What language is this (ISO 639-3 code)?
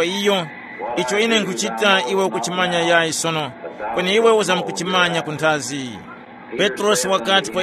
tum